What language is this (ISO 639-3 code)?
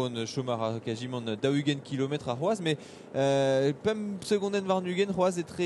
bre